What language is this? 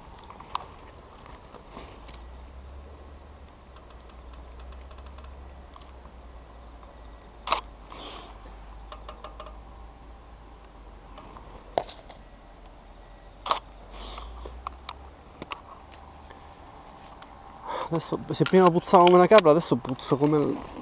Italian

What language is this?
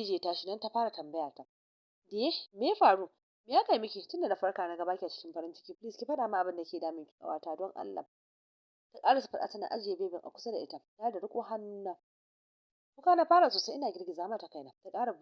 Hausa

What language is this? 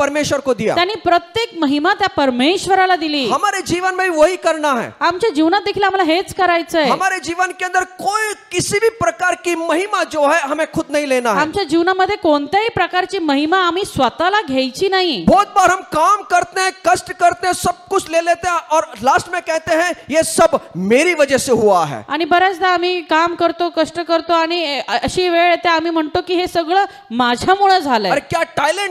Marathi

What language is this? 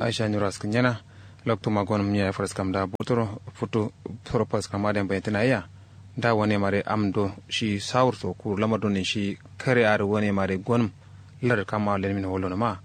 Kanuri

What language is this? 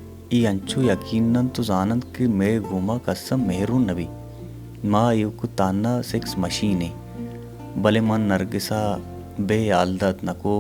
Baluchi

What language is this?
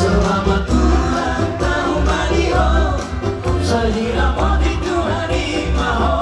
Batak Toba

